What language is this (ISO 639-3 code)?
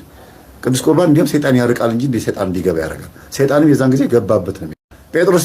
amh